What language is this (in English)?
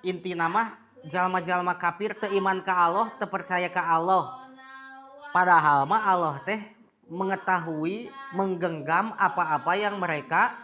Sundanese